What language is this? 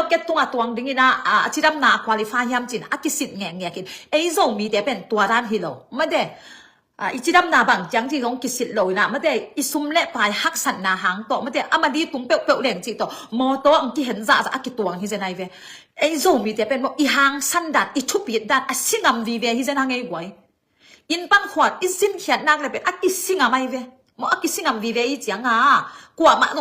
Tedim Chin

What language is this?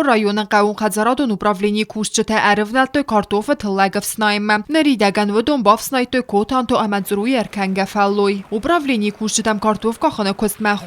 Ossetic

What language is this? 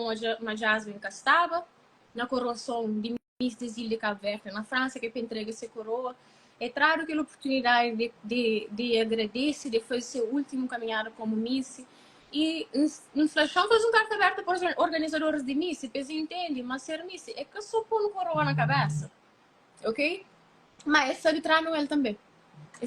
Kabuverdianu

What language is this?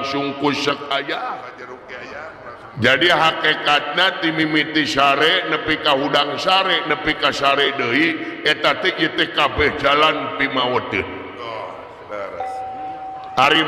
Sundanese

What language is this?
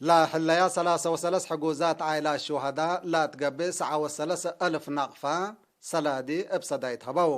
Tigre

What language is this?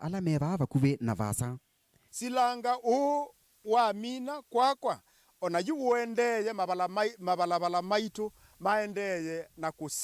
Kamba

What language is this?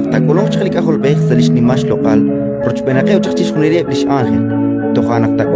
Kekchí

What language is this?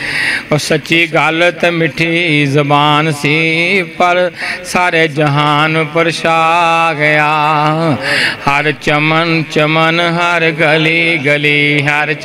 Urdu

